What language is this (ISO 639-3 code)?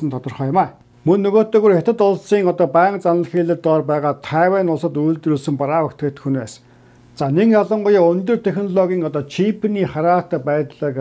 mon